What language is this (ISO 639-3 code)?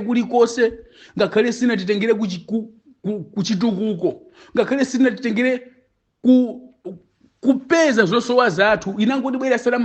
nya